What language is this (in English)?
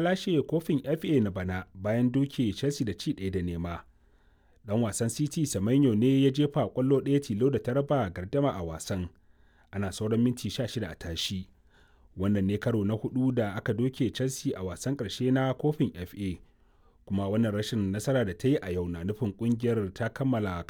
Hausa